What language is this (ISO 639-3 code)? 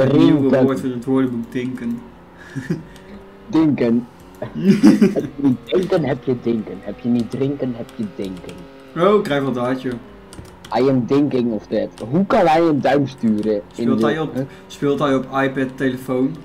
nld